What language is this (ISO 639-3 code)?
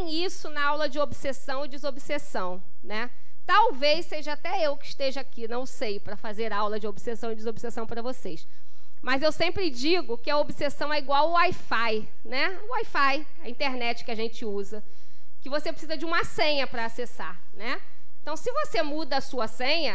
por